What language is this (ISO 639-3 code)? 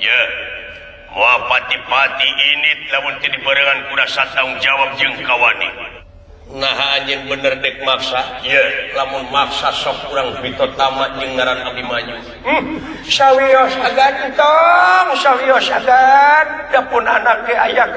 sun